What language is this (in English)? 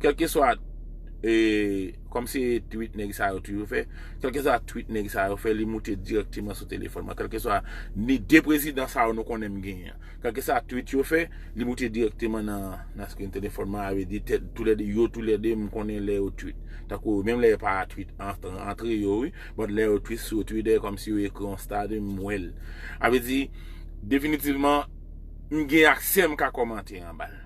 Haitian Creole